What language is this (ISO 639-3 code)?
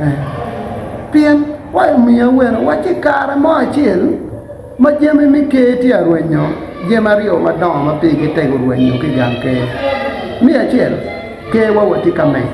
ach